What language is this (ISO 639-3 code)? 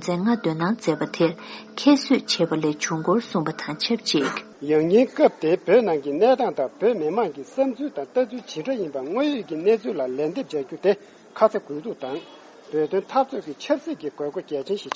bod